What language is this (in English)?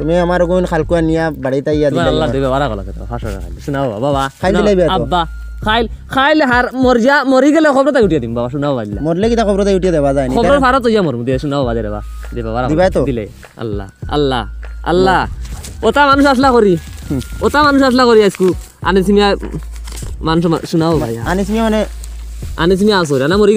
Sylheti